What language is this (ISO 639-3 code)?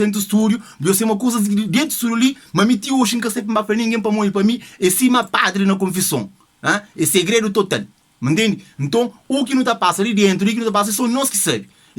kea